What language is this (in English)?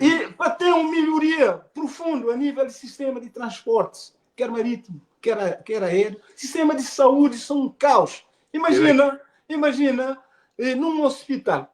Kabuverdianu